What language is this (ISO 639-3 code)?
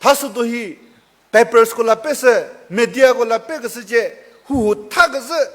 nri